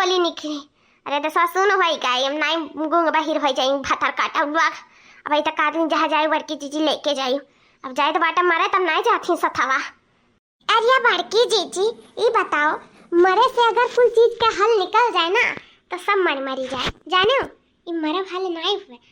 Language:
Awadhi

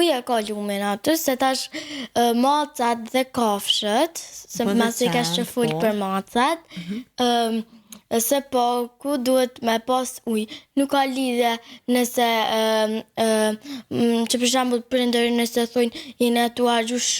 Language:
Albanian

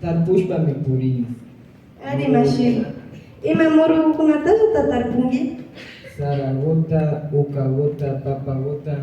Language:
Imbabura Highland Quichua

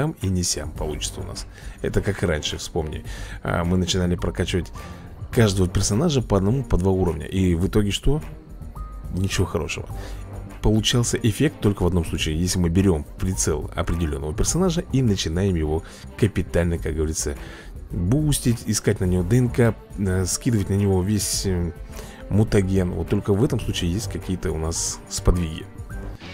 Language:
Russian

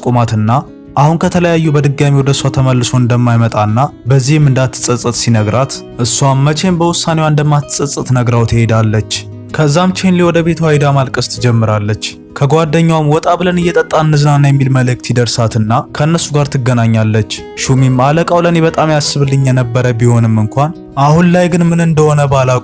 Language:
Amharic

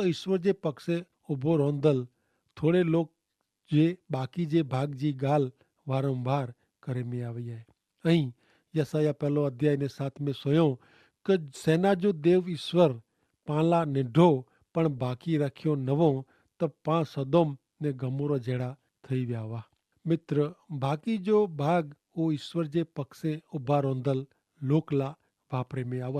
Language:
Kachhi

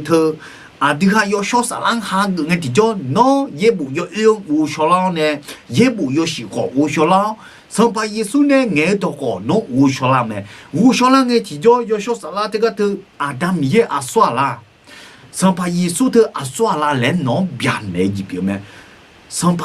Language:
Akha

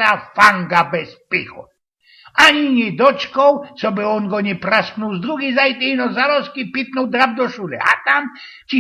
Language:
Silesian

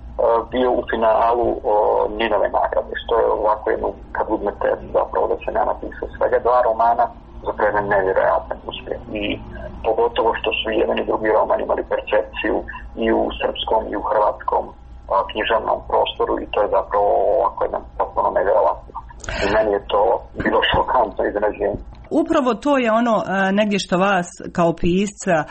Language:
Croatian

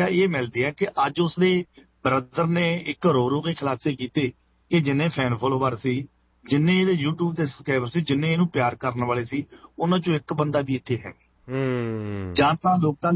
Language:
Punjabi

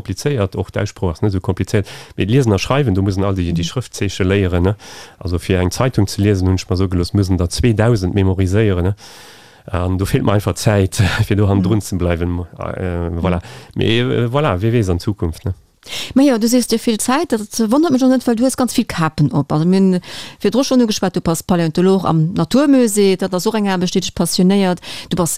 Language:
Luxembourgish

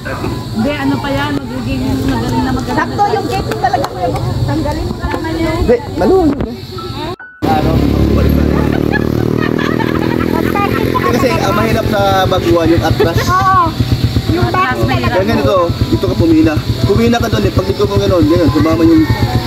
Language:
Filipino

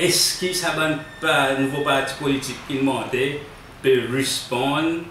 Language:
Seselwa Creole French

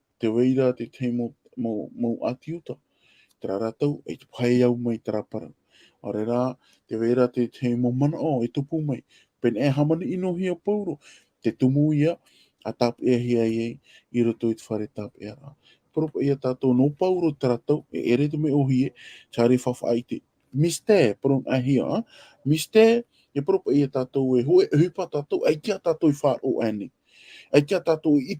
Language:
Tahitian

